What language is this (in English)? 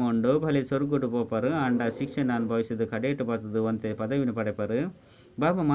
Tulu